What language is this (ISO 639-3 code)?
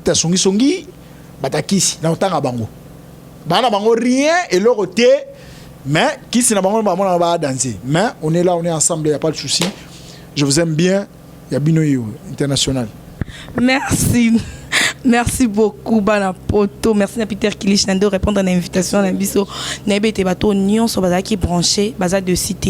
lin